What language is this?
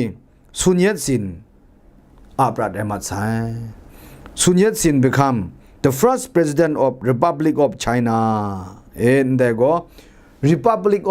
Kachin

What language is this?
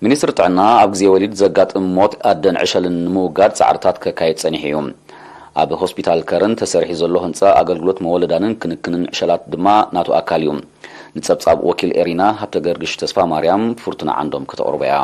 Tigrinya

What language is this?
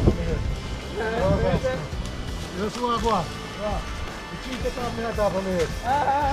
Jamaican Creole English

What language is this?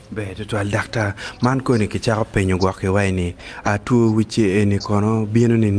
Acoli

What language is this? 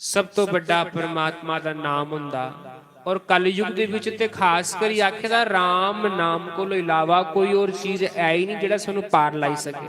Dogri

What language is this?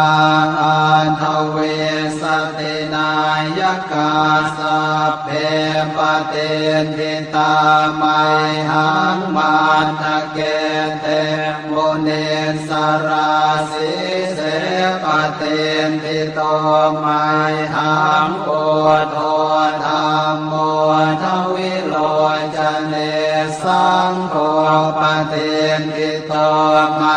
Pali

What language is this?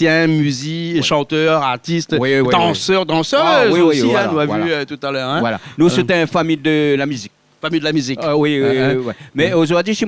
Réunion Creole French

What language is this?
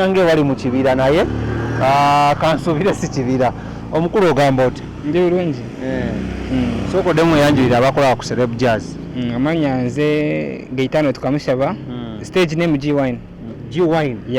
Ganda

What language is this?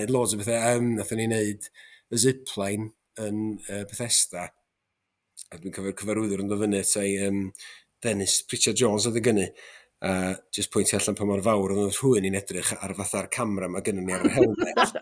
Welsh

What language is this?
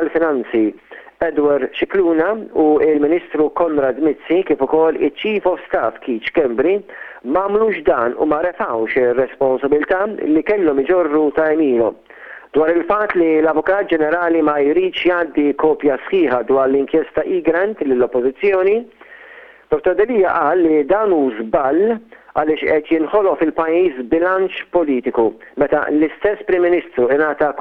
Maltese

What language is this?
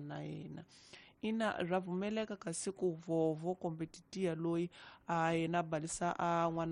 Tsonga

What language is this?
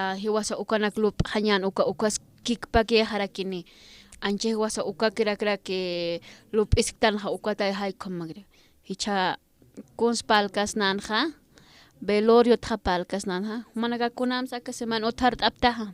Aymara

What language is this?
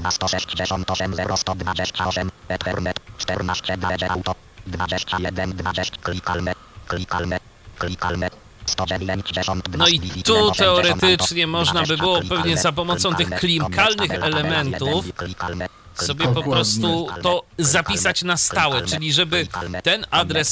Polish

